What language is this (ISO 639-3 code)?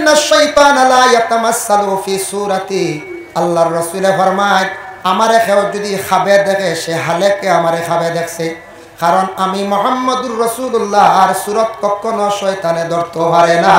syl